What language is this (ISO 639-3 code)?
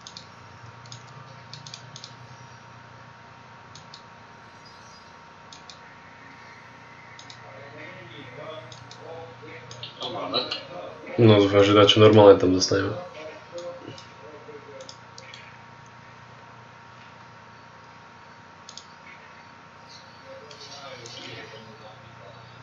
slk